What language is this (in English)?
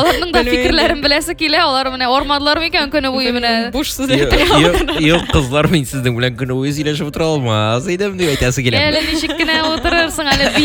Tatar